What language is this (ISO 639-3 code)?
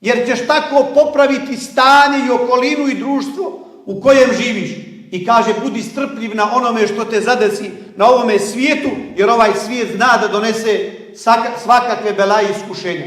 bos